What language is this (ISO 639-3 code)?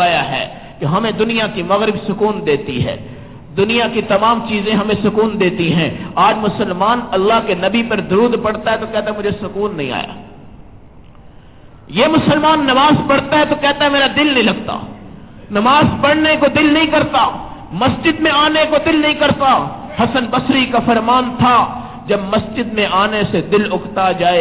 urd